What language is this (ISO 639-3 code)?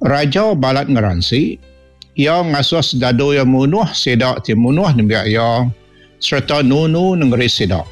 iba